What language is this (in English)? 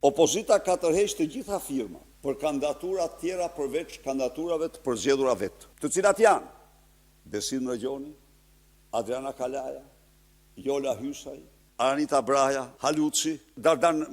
Albanian